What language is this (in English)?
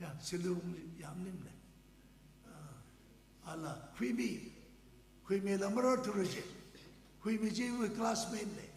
Tangkhul Naga (India)